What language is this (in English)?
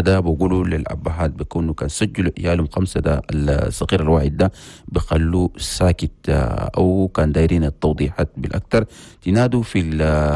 Chadian Arabic